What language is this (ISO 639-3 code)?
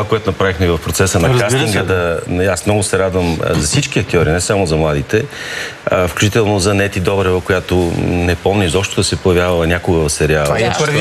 bul